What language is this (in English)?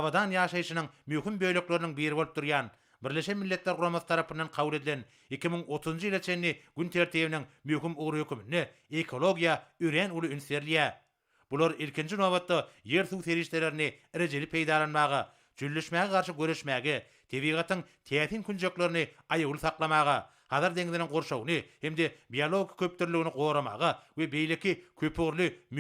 Turkmen